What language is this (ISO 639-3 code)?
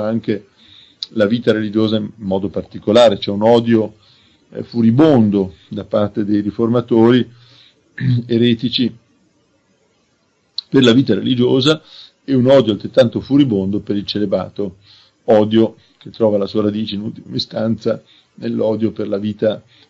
ita